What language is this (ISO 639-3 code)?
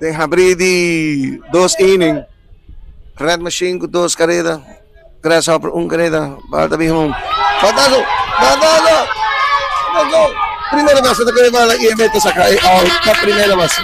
pap